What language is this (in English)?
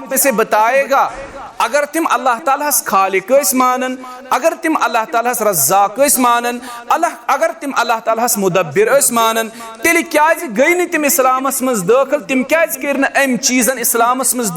Kashmiri